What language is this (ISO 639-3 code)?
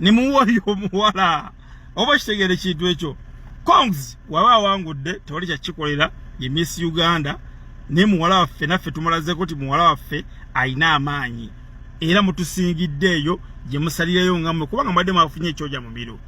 lug